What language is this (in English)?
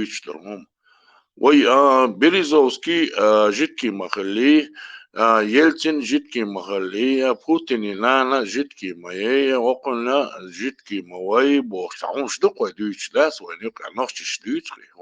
Chechen